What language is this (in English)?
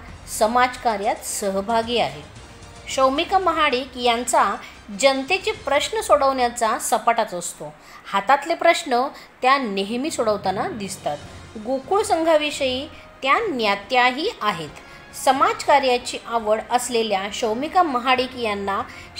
Marathi